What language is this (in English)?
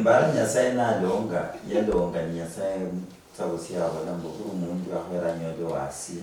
Luyia